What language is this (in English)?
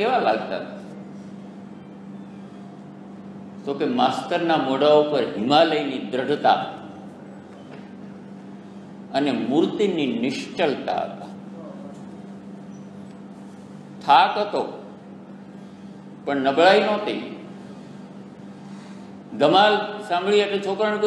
Gujarati